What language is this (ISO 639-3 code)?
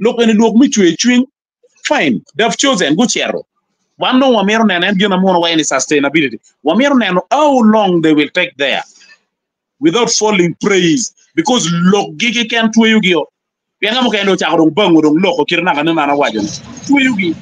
ach